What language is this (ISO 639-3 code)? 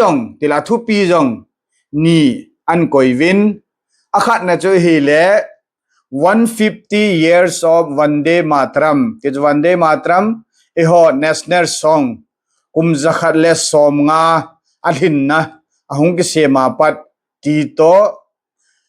tcz